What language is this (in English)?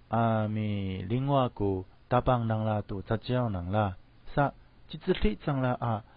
Amis